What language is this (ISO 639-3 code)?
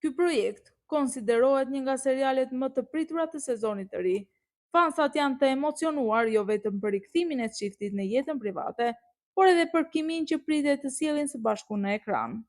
sqi